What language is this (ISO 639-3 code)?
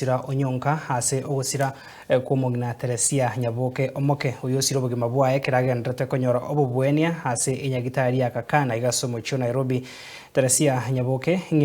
guz